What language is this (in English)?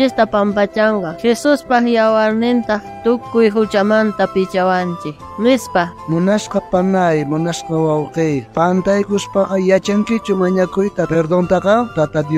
South Bolivian Quechua